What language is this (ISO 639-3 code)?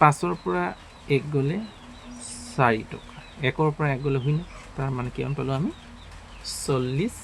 asm